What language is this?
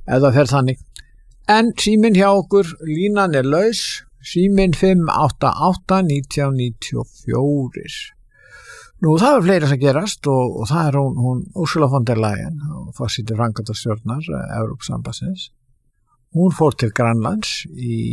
Icelandic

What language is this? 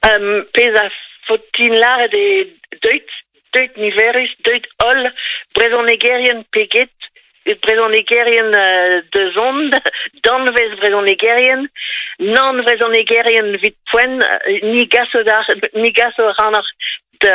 Breton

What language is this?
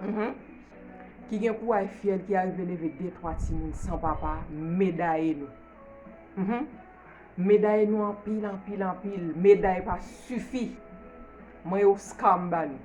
Haitian Creole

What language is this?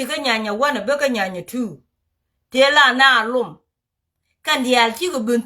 Nuer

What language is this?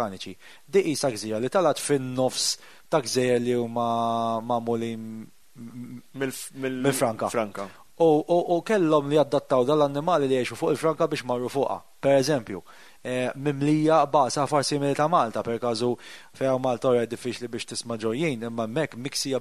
Maltese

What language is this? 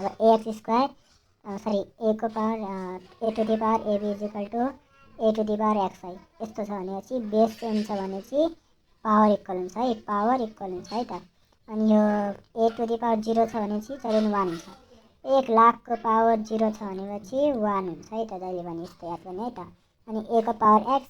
Nepali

